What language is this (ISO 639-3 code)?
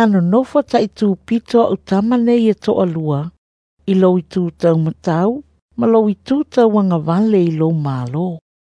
smo